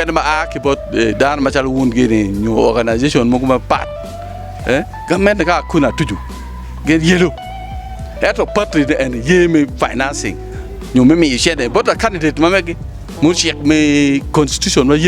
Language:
Acoli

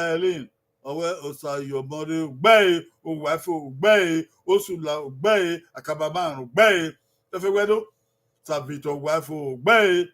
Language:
Bini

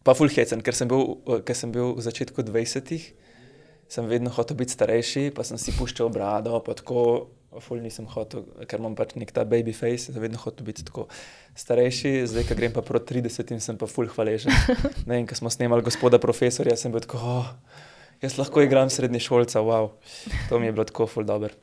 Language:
Slovenian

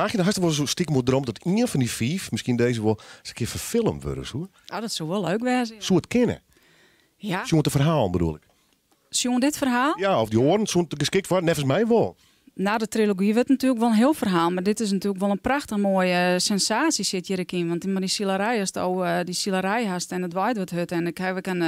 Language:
Western Frisian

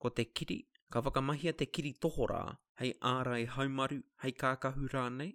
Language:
Māori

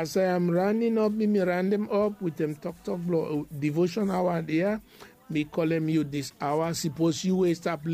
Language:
Bislama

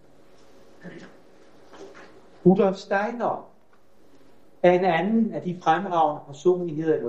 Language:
Danish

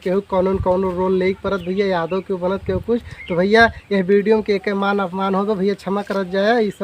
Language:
Awadhi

